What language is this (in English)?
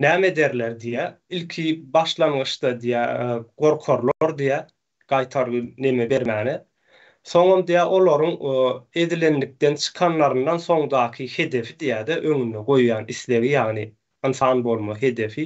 Turkmen